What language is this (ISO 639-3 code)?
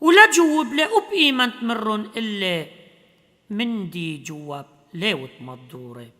aii